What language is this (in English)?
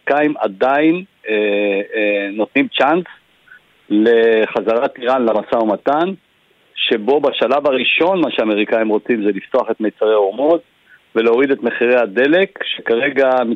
Hebrew